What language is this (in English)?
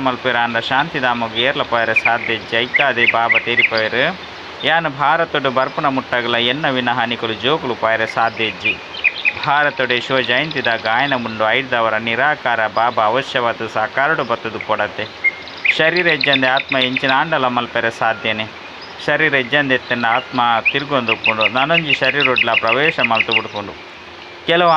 Tulu